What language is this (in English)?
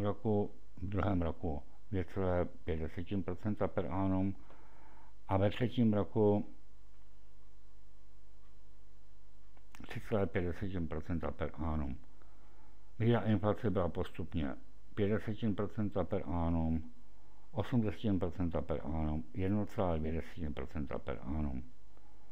Czech